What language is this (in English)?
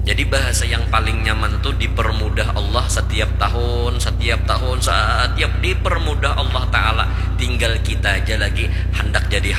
Banjar